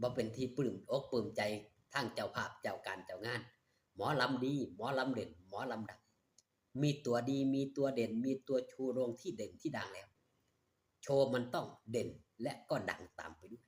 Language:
Northeastern Thai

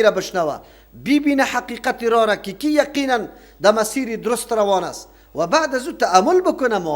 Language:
Persian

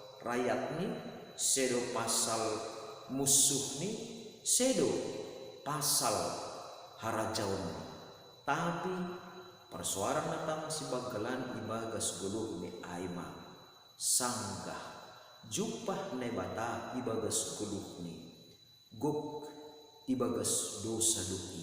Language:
Batak Simalungun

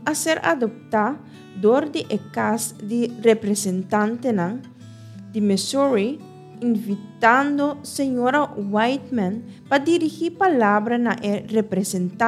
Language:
Papiamento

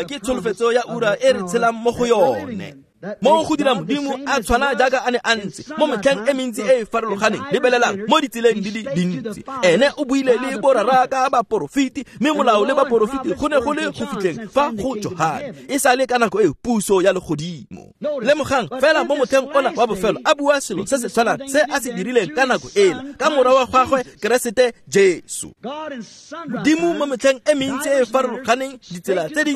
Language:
Tswana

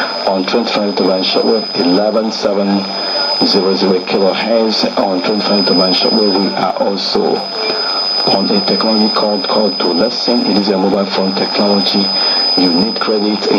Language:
English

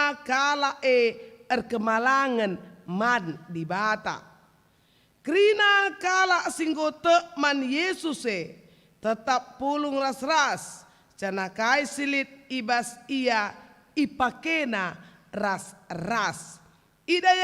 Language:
Batak Karo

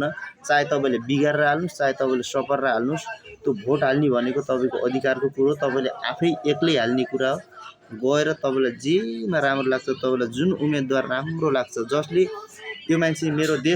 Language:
Nepali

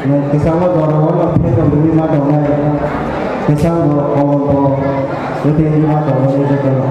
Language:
Kok Borok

